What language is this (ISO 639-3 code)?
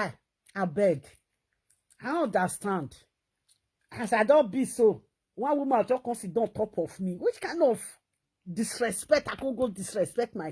pcm